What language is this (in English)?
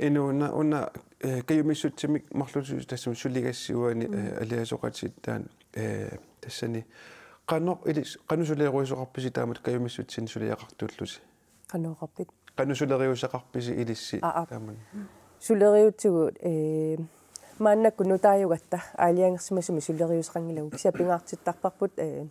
Kalaallisut